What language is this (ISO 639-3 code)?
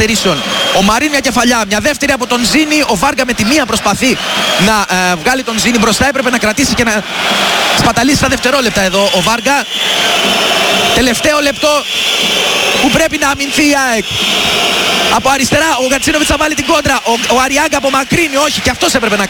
ell